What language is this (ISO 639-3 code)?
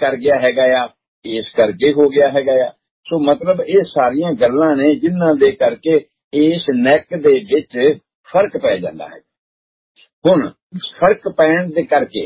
pan